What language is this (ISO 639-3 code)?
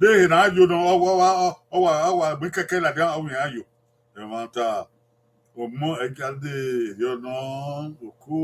bin